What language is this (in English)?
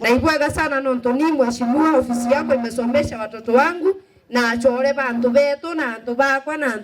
Meru